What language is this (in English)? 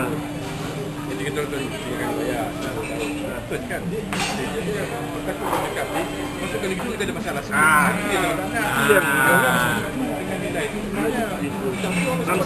Malay